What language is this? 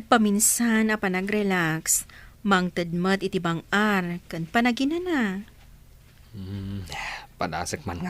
Iloko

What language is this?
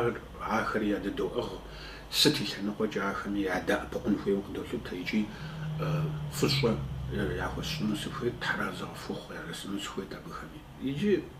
Kabardian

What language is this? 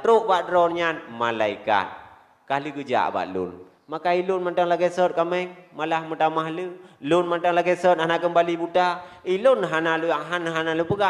Achinese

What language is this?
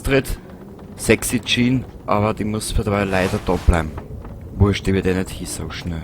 Bavarian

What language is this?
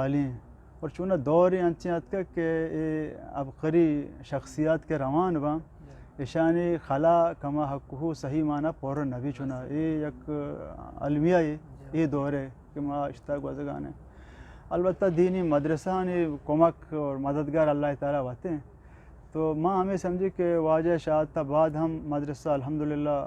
Eastern Balochi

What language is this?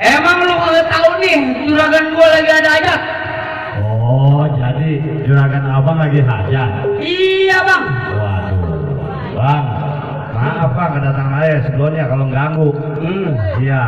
Betawi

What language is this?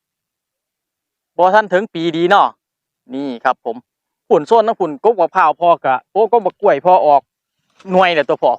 Northeastern Thai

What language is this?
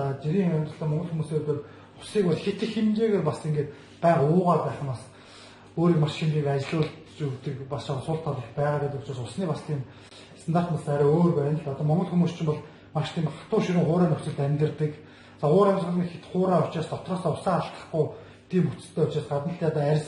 Mongolian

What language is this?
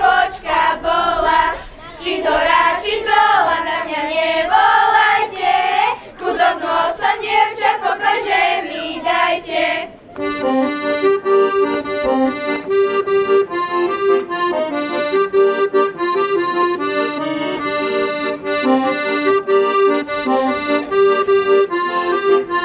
Slovak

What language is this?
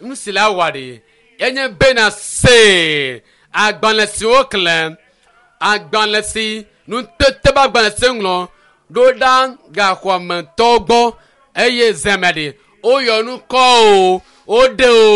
Ewe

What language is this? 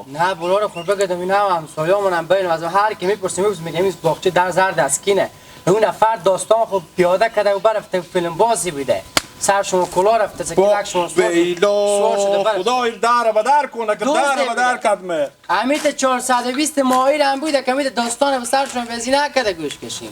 Hazaragi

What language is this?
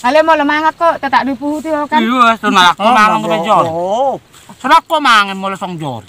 Batak Toba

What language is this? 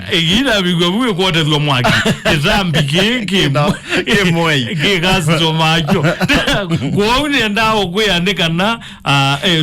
Kamba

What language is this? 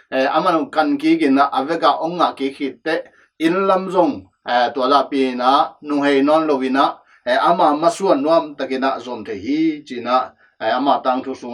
Tedim Chin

